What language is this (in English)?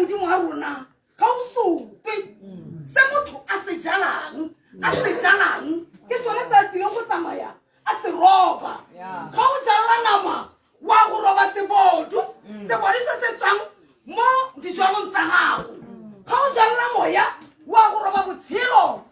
Tswana